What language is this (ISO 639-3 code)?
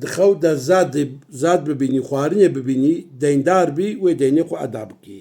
kur